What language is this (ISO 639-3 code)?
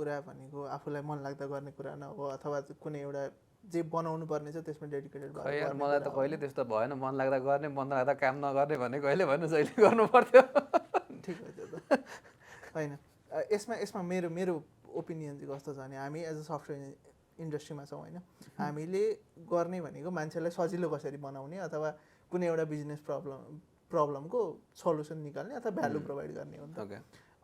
nep